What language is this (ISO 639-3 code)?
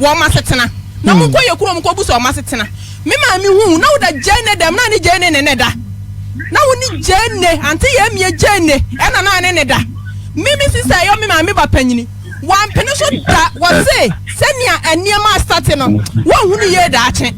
aka